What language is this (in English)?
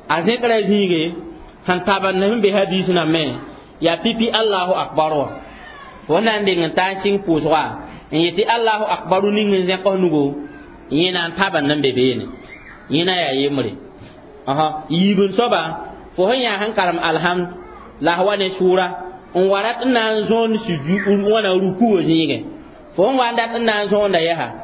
Mossi